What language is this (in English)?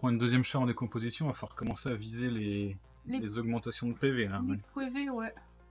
French